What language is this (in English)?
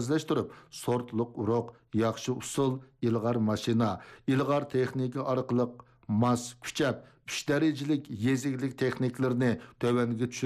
Uyghur